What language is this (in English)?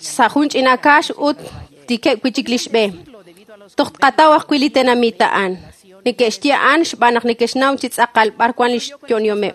Kekchí